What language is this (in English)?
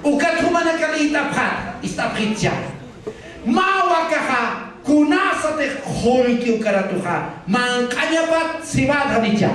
Aymara